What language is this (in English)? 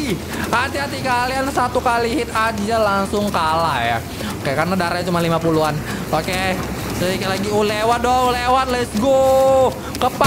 Indonesian